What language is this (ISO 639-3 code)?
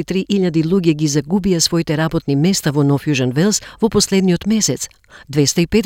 mkd